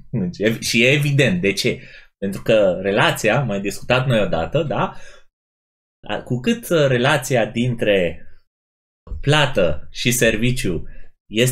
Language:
Romanian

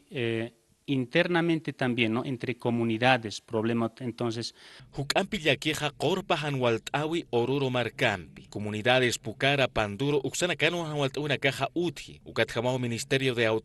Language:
Aymara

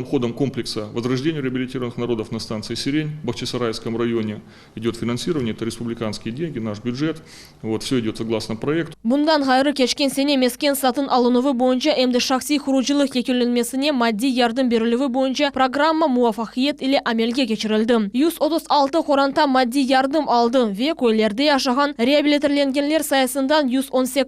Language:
Crimean Tatar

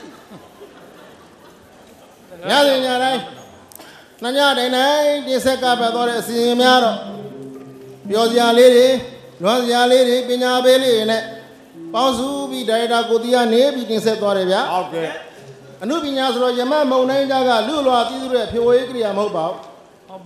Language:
Burmese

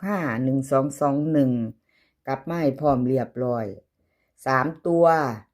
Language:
Northeastern Thai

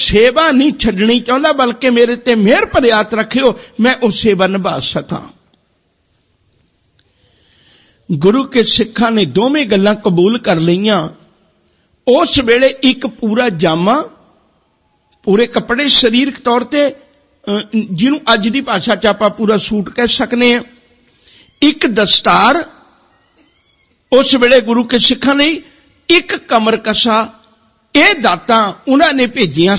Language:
Punjabi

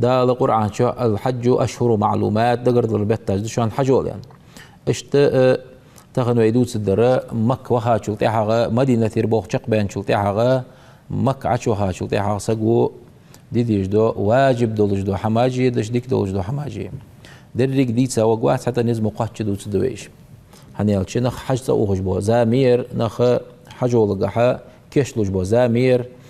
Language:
Ingush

